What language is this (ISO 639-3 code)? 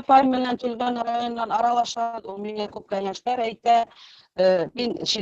bak